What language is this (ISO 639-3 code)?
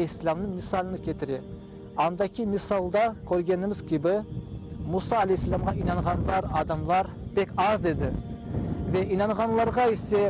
crh